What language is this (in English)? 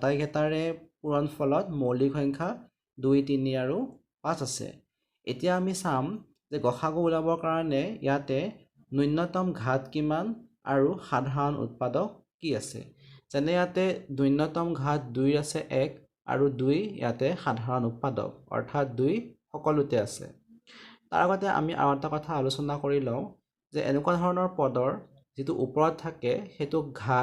Assamese